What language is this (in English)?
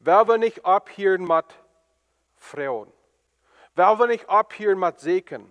Plautdietsch